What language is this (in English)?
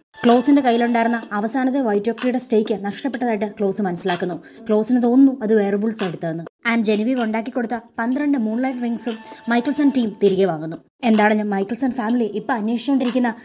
Malayalam